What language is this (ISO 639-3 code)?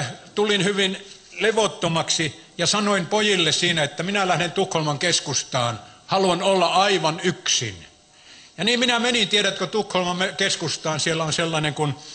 fin